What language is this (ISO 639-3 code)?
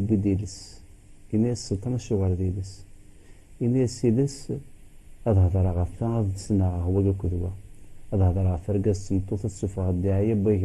kab